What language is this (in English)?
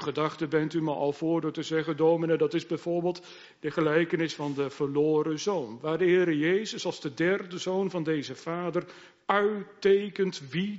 Dutch